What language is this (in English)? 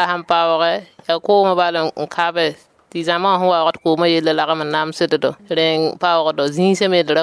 Mossi